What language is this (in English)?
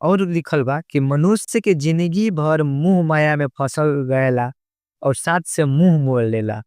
Bhojpuri